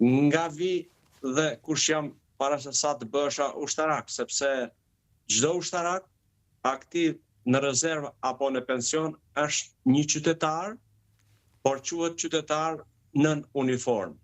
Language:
Albanian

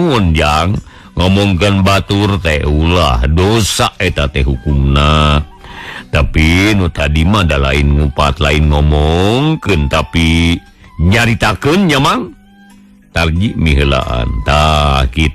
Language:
Sundanese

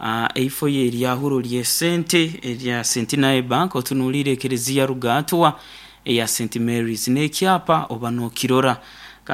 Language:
Nyoro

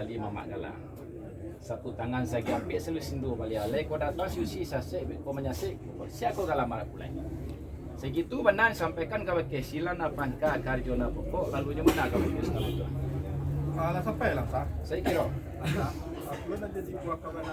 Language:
Minangkabau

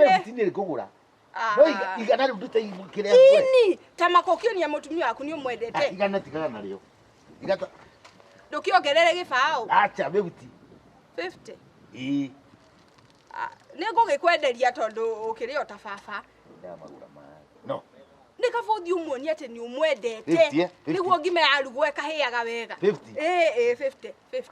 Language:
Kikuyu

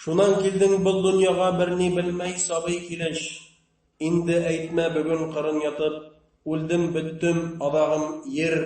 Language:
Bashkir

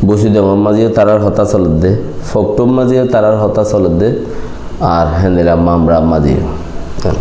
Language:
Rohingya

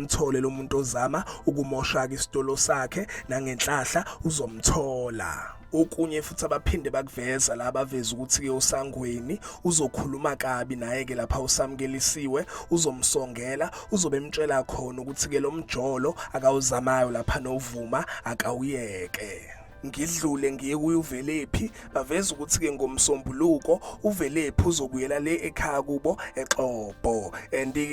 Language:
Zulu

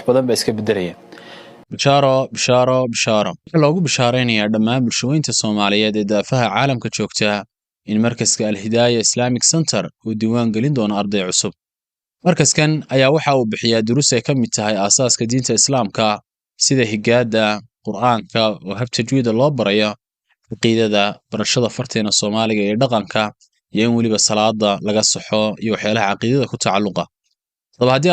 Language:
Somali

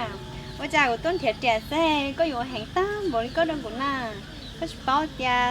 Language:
Hmong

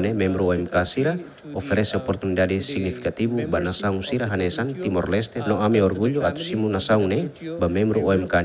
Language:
Tetum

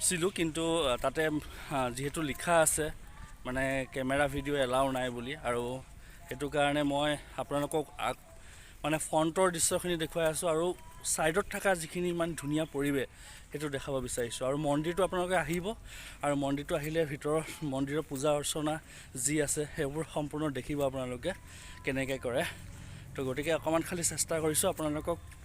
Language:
Assamese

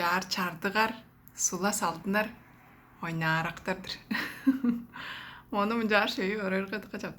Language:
Tuvinian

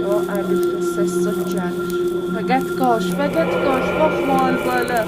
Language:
South Azerbaijani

